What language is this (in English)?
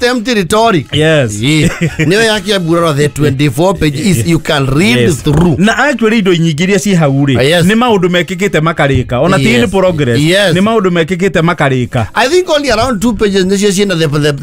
Kikuyu